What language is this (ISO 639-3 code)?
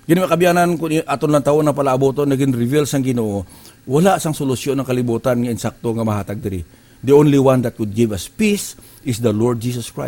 hil